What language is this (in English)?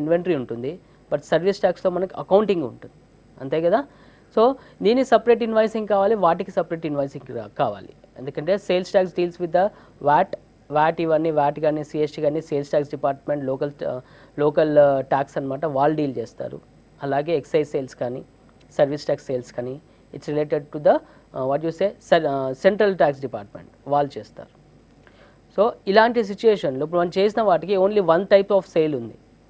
Telugu